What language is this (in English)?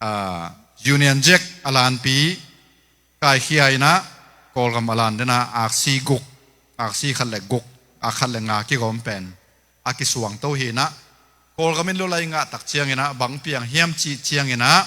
Tedim Chin